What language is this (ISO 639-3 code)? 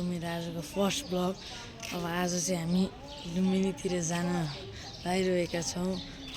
nep